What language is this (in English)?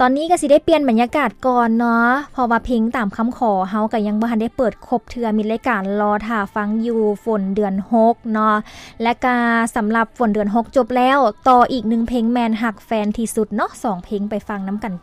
Lao